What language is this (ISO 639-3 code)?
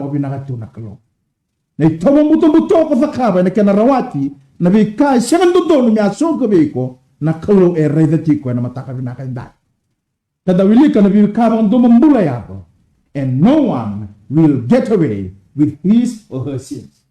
fij